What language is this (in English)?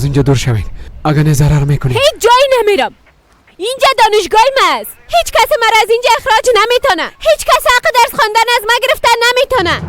Persian